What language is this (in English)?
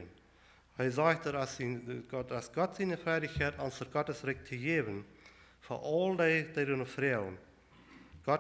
Plautdietsch